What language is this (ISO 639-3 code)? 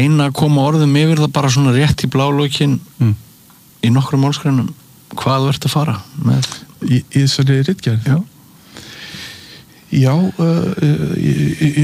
isl